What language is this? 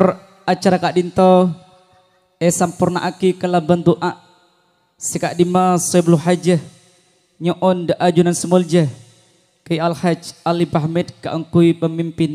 Madurese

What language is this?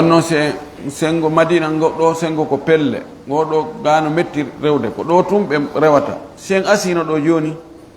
Fula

